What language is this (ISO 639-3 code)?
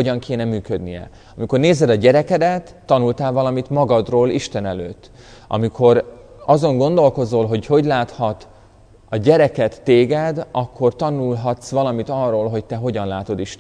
hun